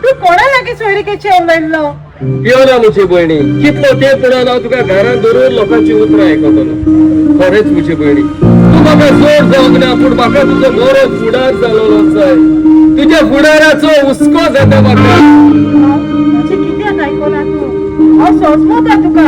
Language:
Konkani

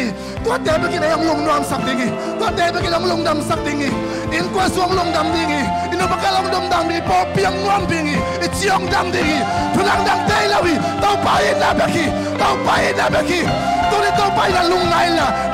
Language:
Tedim Chin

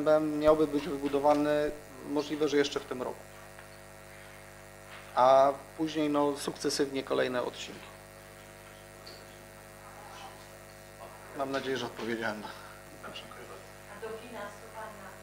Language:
Polish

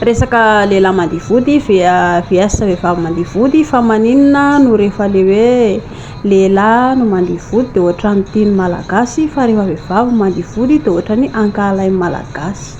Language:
Malagasy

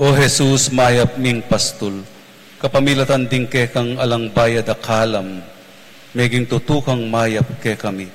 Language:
Pampanga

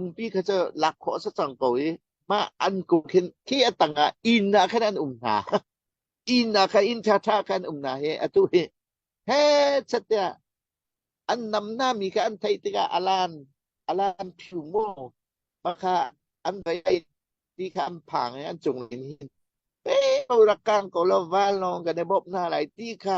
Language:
Hakha Chin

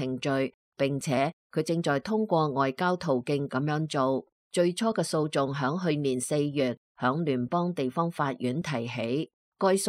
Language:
Cantonese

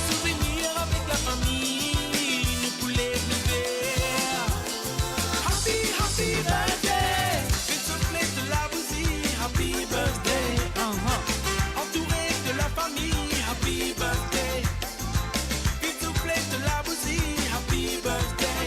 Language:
Morisyen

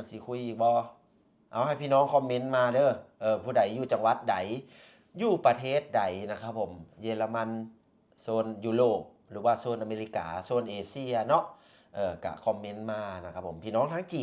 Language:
Lao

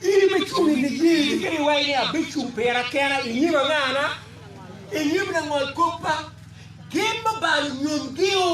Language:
Acoli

